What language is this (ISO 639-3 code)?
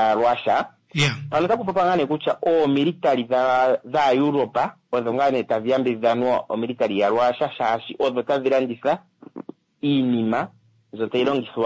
kua